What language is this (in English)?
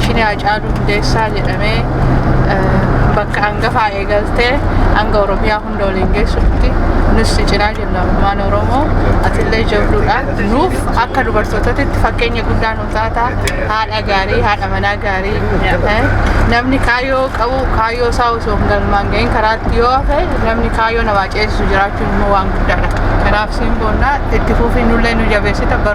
Oromo